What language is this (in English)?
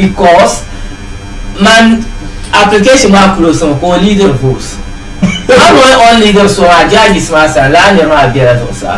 Dagbani